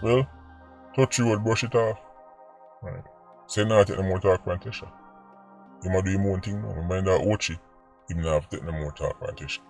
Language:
Jamaican Creole English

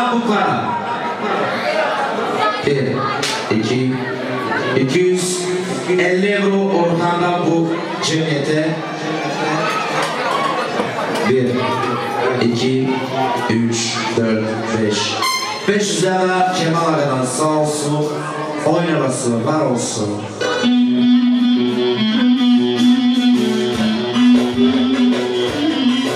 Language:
Turkish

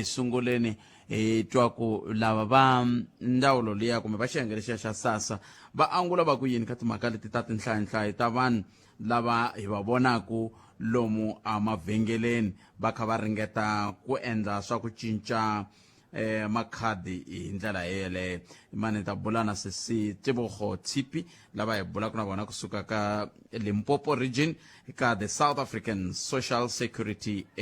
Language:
Tsonga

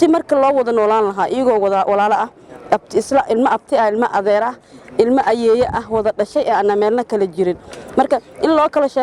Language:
Somali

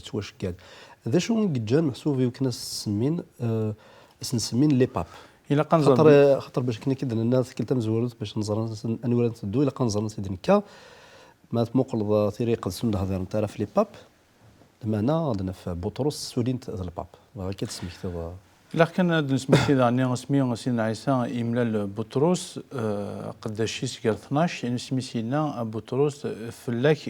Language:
Kabyle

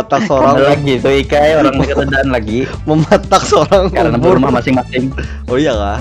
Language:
Banjar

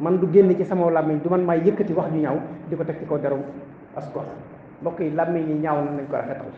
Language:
Wolof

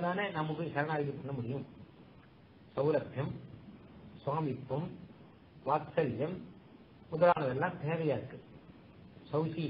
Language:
Tamil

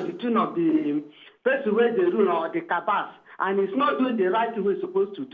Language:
Nigerian Pidgin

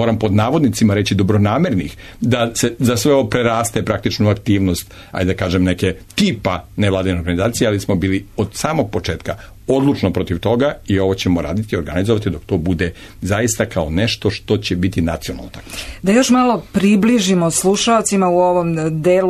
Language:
Serbian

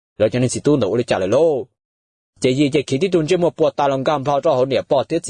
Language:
Hmong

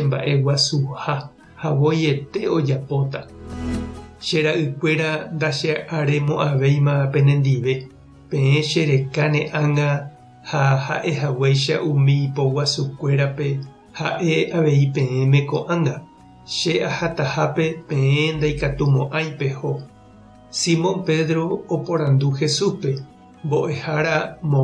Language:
Guarani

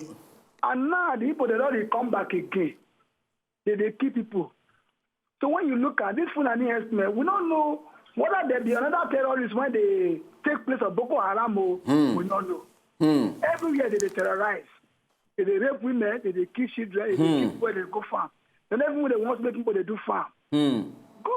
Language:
Nigerian Pidgin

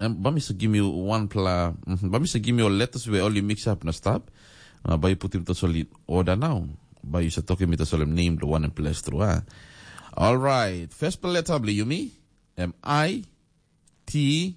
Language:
Tok Pisin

